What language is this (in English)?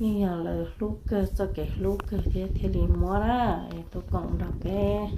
Hmong